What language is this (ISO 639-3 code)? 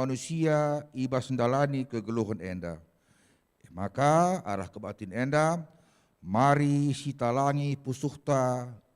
btx